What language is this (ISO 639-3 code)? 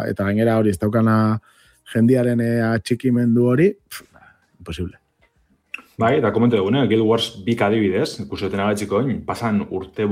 eus